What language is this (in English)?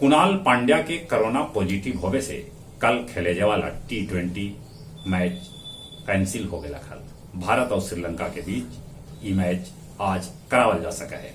Magahi